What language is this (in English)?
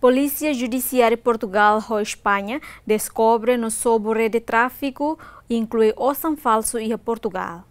Tetum